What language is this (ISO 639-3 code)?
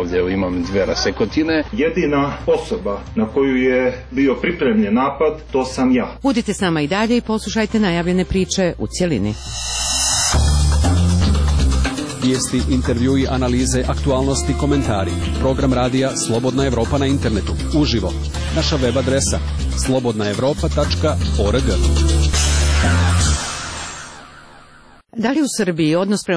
srp